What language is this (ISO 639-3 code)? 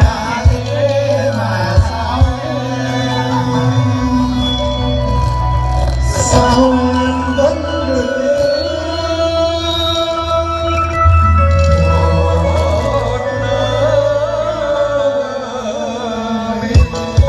vie